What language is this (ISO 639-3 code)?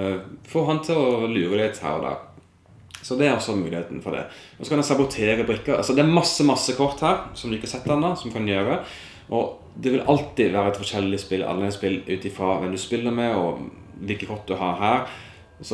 nor